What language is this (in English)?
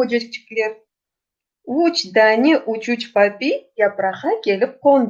Crimean Tatar